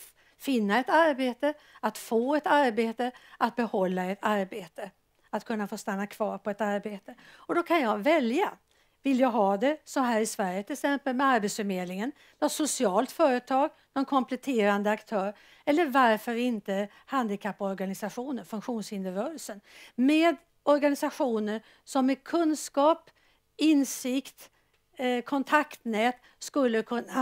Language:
Swedish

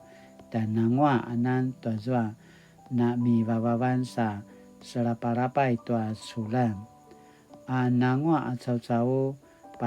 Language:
Paiwan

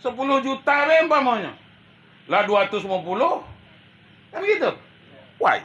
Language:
Minangkabau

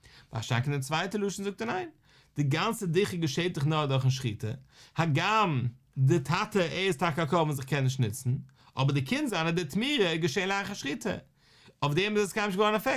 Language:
Yiddish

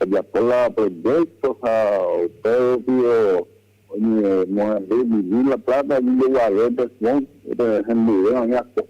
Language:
Guarani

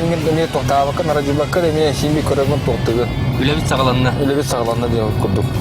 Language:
Yakut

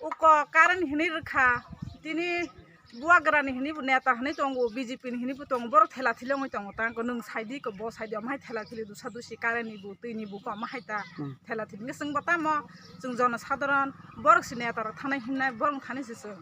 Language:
Kok Borok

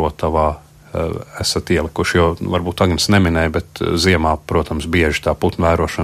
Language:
Latvian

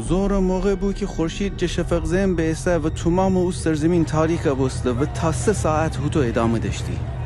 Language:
Gilaki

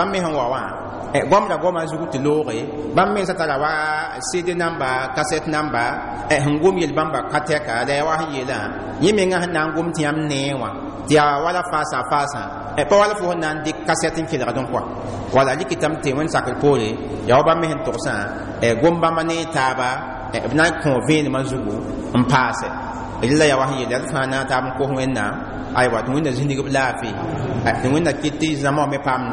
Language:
Mossi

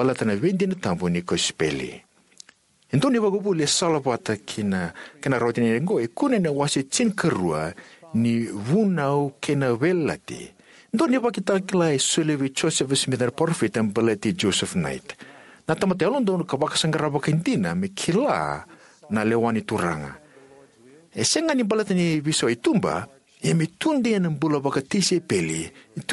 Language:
Fijian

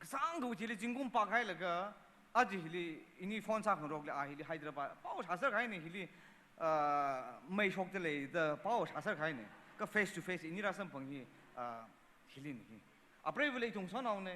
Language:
Tangkhul Naga (India)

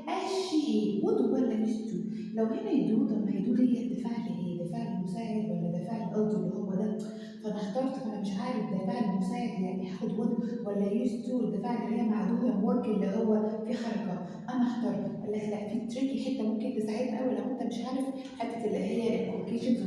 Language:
Egyptian Arabic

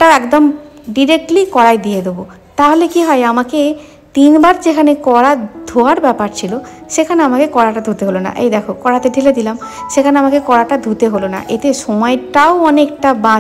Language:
Bangla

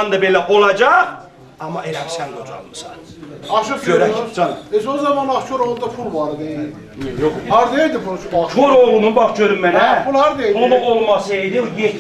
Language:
South Azerbaijani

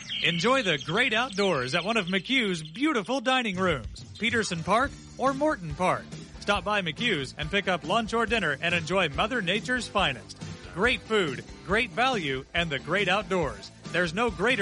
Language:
English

